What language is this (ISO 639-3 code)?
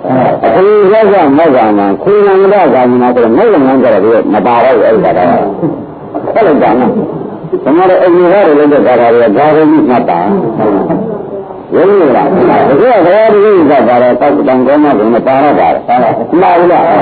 mya